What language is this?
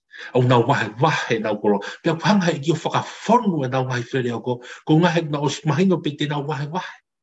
Tongan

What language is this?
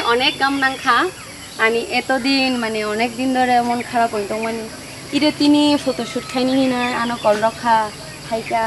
Kok Borok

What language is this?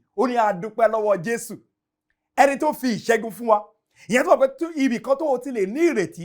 Yoruba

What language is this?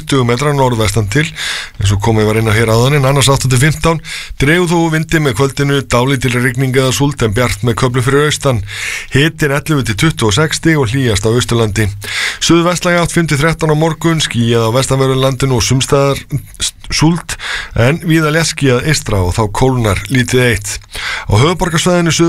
Icelandic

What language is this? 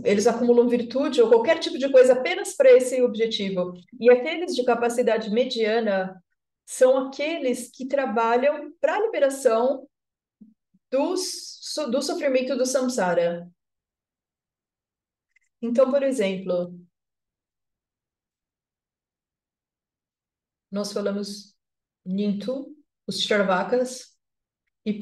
Portuguese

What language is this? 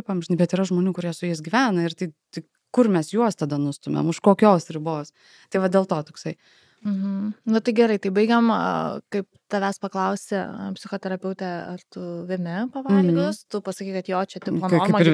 Lithuanian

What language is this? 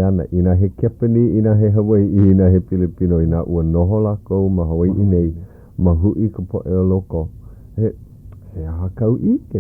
Hawaiian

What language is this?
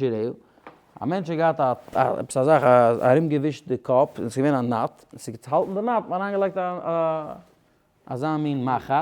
Yiddish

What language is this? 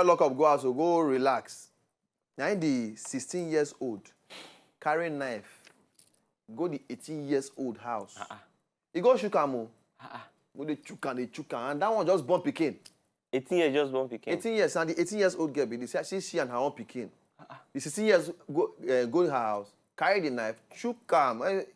Nigerian Pidgin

